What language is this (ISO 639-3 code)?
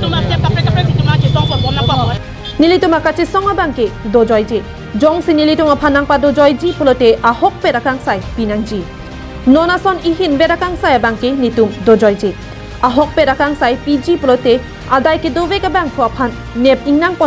mjw